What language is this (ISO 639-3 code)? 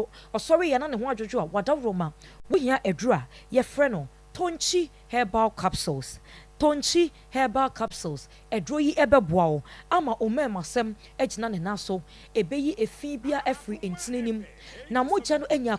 aka